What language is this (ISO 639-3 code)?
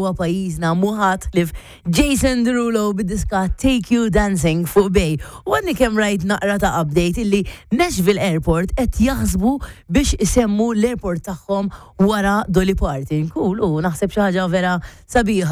mlt